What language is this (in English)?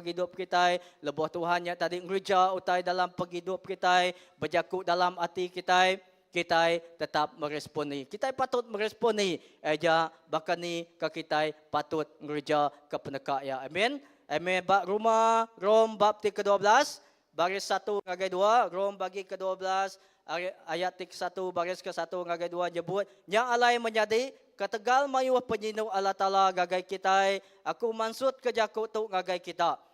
Iban